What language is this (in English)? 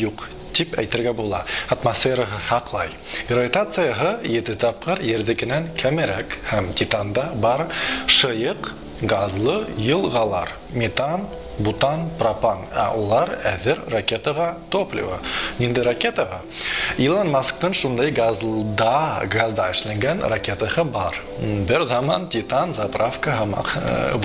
Bashkir